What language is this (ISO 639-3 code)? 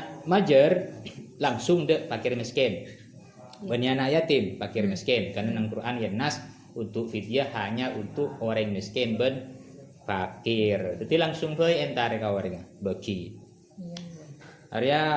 mad